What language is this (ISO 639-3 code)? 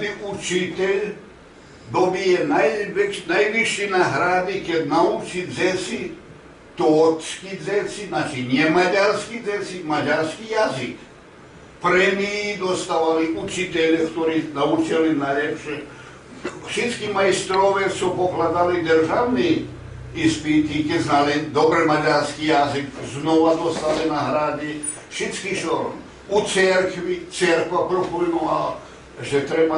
rue